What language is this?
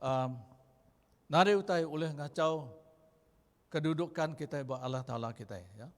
Iban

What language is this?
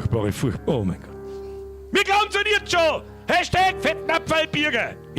Bavarian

